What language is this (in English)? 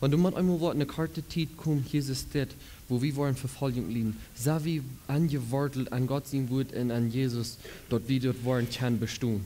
Plautdietsch